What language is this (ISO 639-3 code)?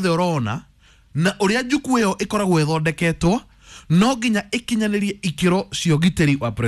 kik